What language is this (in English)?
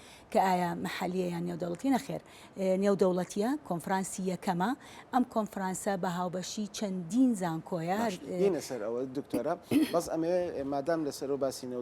Central Kurdish